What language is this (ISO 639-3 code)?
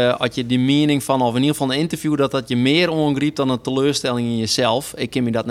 fry